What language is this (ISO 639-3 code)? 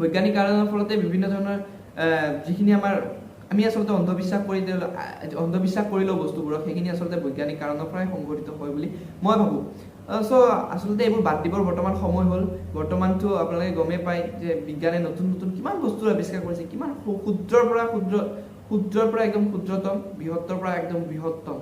asm